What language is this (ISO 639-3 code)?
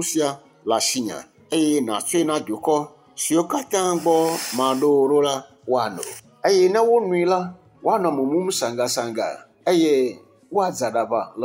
ewe